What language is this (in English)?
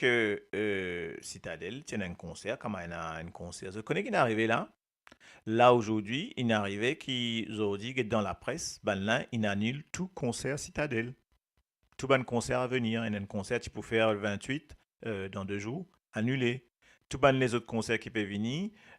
Morisyen